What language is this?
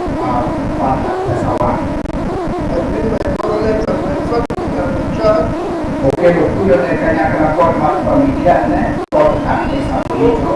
Luo (Kenya and Tanzania)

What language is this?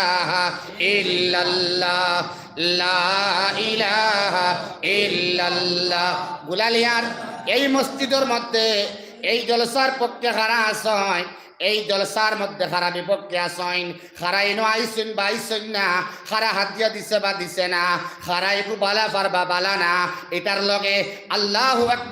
Sylheti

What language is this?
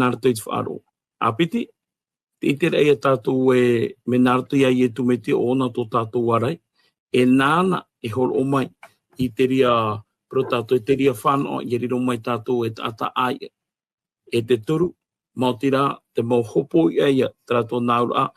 Tahitian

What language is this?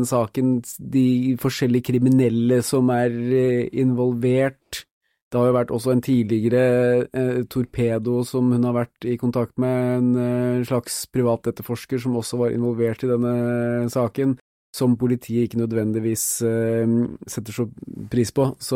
Norwegian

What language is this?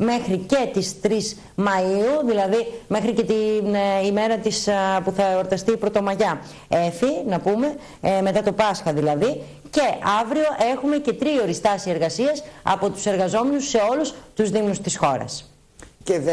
Greek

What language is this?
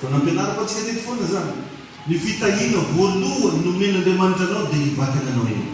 Malagasy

